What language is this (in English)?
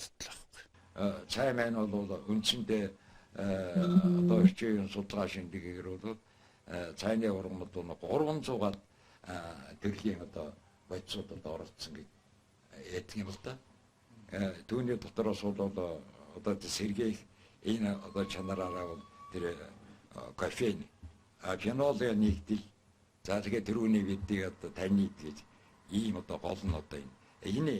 Mongolian